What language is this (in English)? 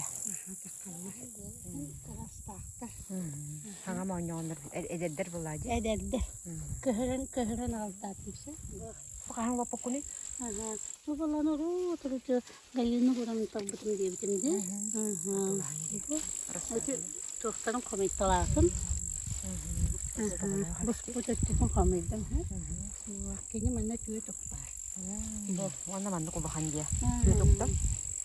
Yakut